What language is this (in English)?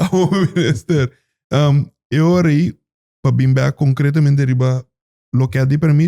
Papiamento